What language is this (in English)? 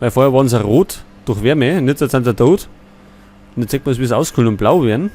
Bavarian